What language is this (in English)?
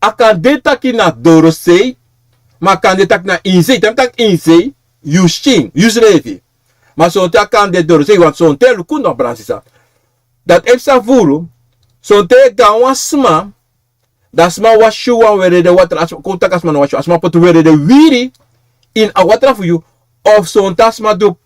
Sranan Tongo